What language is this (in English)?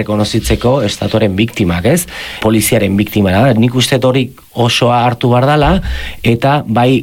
Basque